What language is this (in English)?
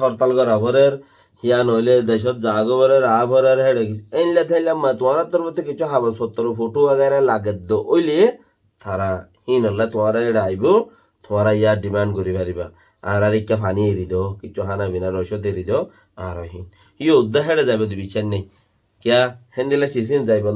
Rohingya